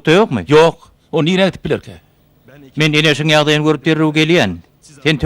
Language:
Turkmen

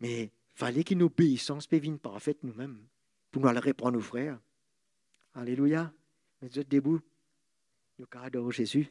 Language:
Morisyen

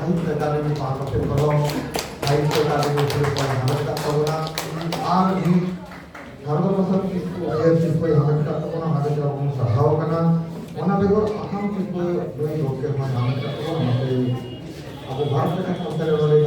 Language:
Santali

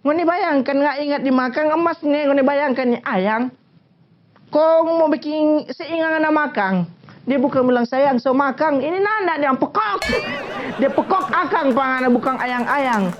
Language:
Manado Malay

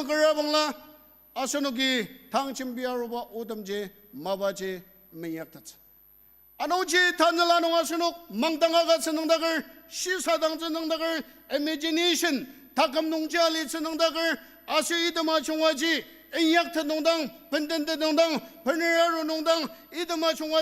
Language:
Ao Naga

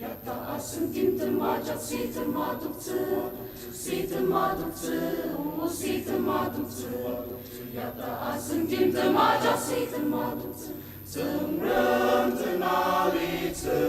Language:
Ao Naga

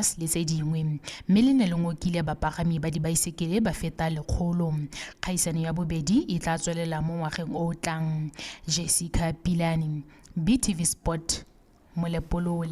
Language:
Tswana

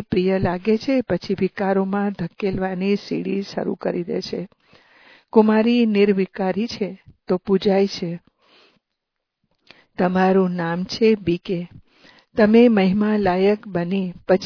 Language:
Gujarati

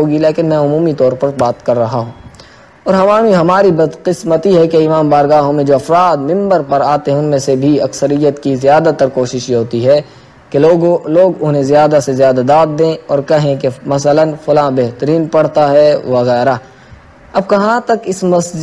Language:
Urdu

